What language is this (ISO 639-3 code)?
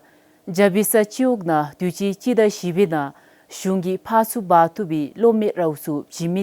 dzo